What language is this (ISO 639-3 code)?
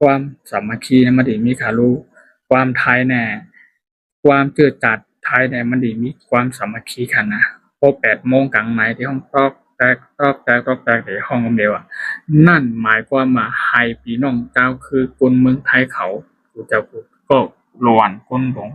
shn